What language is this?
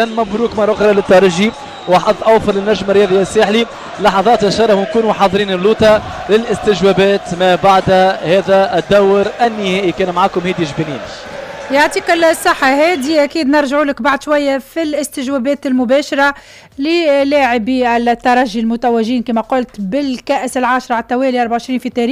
Tunisian Arabic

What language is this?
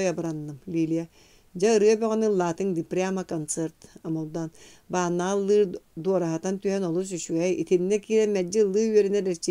Yakut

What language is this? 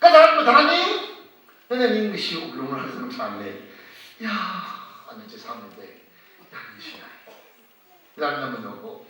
Tangkhul Naga (India)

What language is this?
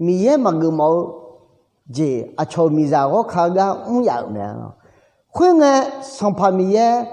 Akha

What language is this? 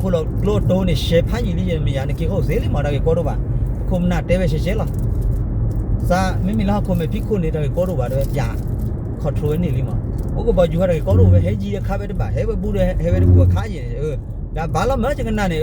S'gaw Karen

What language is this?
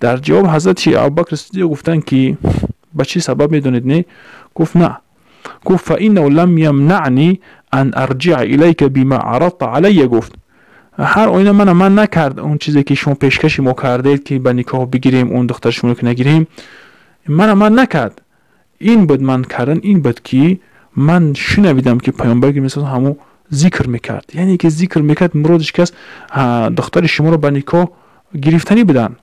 Tajik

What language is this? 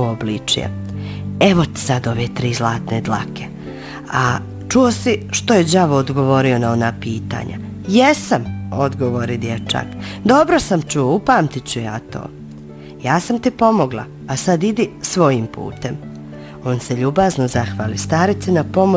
Bosnian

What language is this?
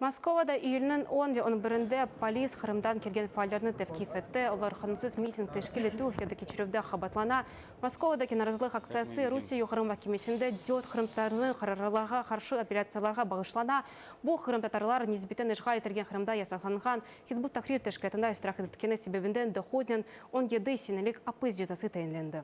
Crimean Tatar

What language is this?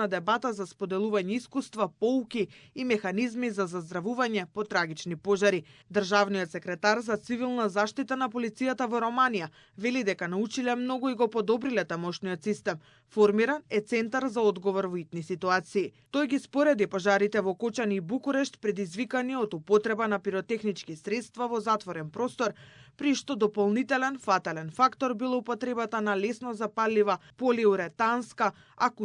Macedonian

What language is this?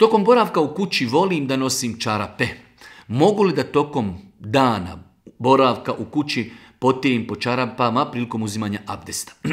Bosnian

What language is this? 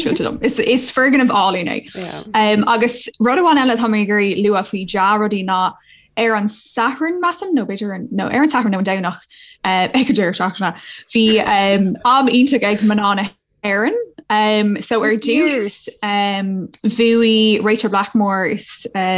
Irish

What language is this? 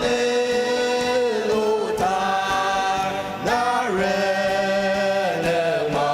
Ao Naga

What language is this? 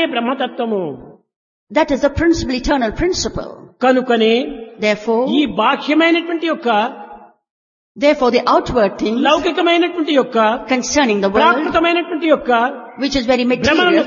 Telugu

